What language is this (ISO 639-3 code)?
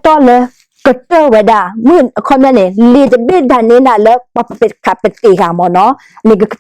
ksw